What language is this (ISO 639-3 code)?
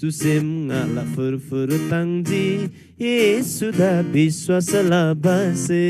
taj